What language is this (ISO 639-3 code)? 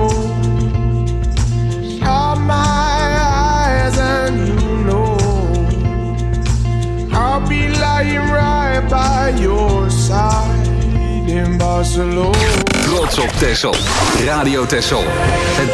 nld